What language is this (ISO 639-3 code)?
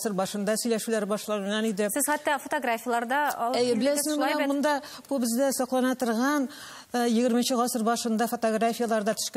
tat